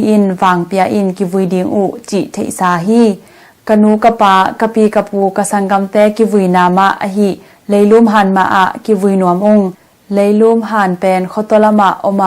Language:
Tedim Chin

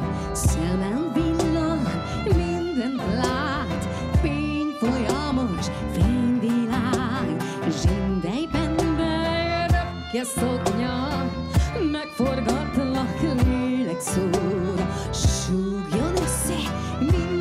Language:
Hungarian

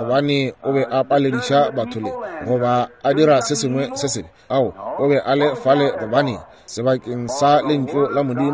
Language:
Northern Sotho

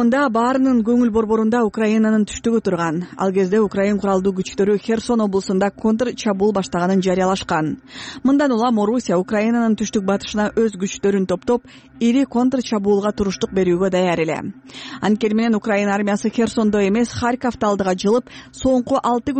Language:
Kyrgyz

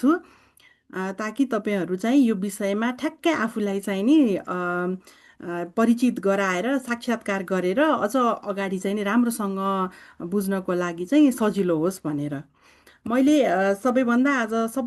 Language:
Nepali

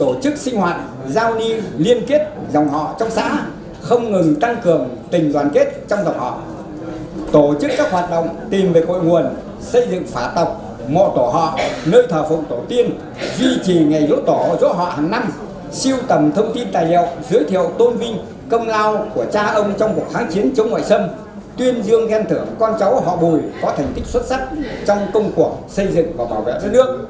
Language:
Vietnamese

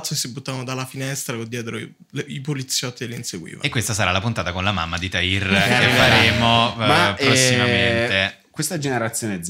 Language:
Italian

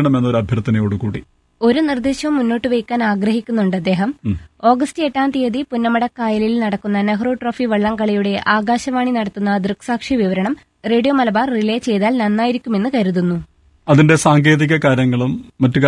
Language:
Malayalam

